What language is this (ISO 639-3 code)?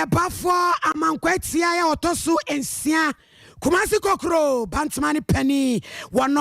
aka